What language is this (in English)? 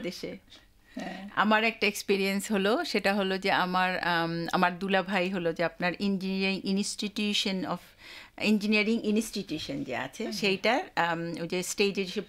Bangla